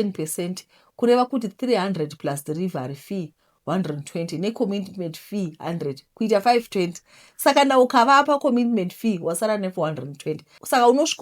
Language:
Shona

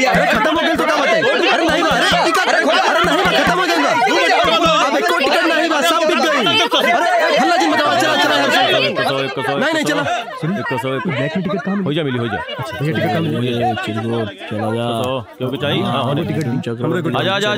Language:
Bhojpuri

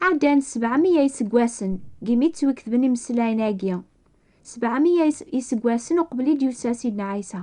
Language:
Kabyle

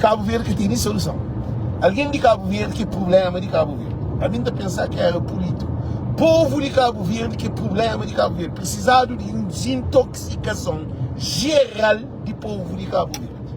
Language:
Kabuverdianu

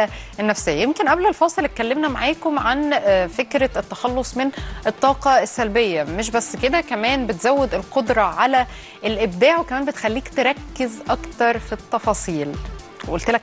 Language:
Egyptian Arabic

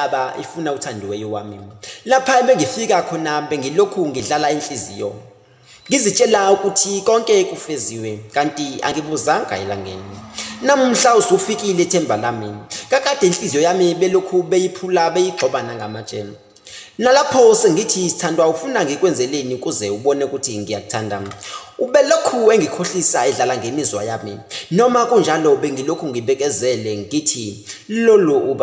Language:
Zulu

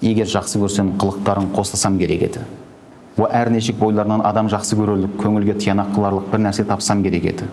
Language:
Kazakh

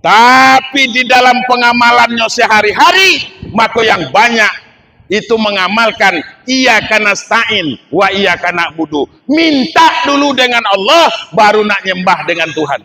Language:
Minangkabau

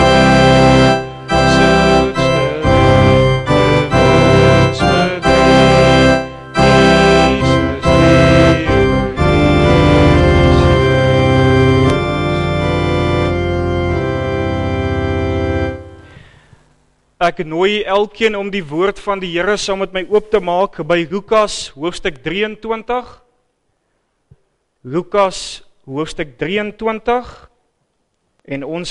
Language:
Afrikaans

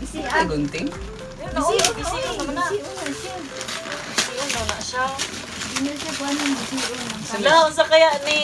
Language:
Cebuano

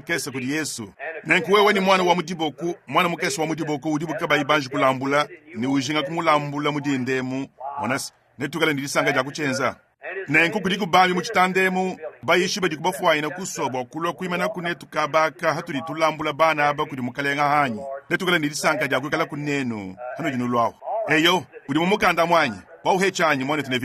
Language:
Luba-Lulua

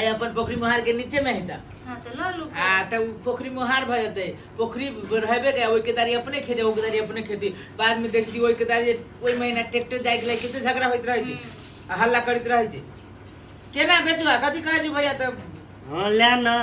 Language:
Maithili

